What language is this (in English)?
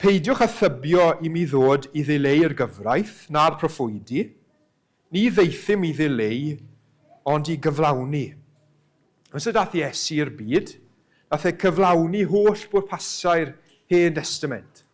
Welsh